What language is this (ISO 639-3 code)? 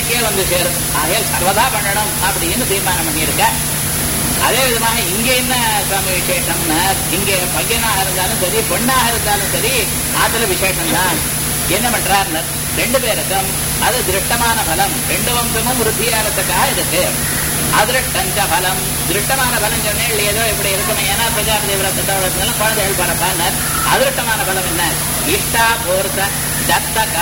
tam